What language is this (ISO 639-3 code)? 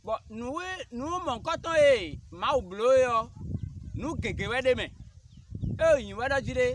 fon